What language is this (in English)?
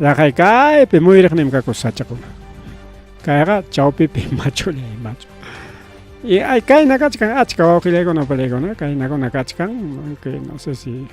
Ayacucho Quechua